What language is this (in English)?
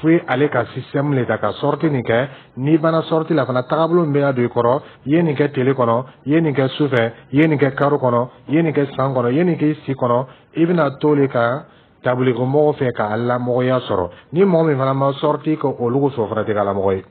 Dyula